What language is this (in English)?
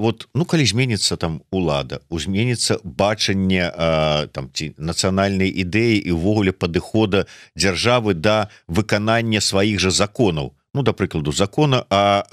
Belarusian